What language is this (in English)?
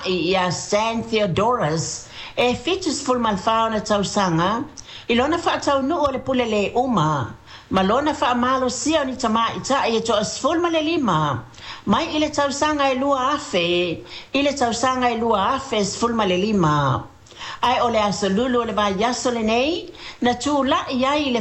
Samoan